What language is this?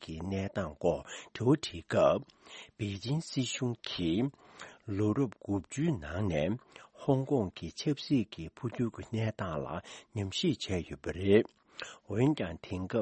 Tibetan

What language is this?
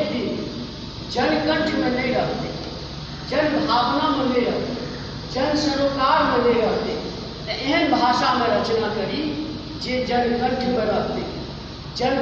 Maithili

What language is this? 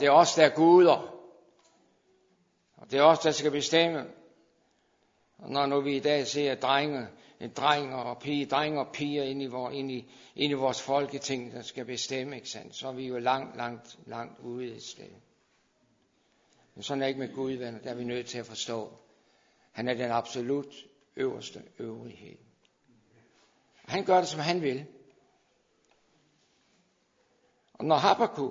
Danish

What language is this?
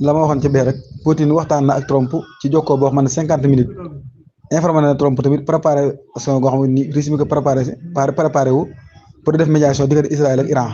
Wolof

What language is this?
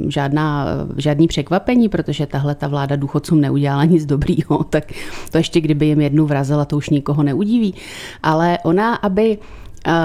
Czech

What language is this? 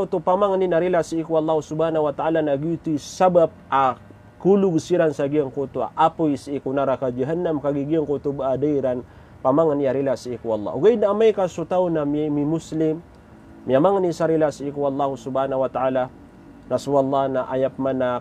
Maranao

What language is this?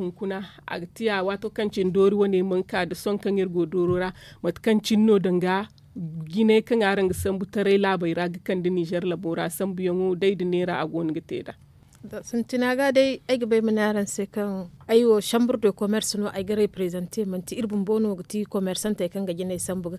Zarma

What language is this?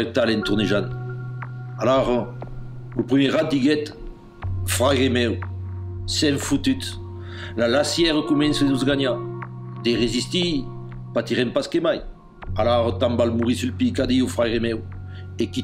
Occitan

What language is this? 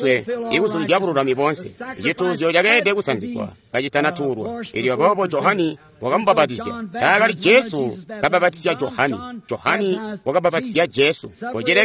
Tonga (Zambia)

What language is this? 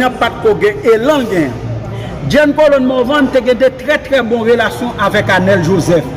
Haitian Creole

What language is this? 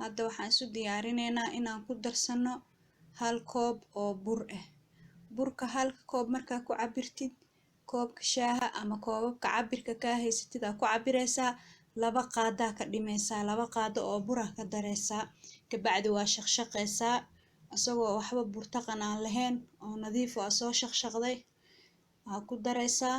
Somali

